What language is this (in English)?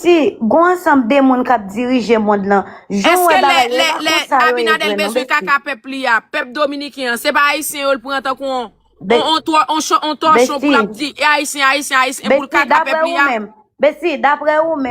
Haitian Creole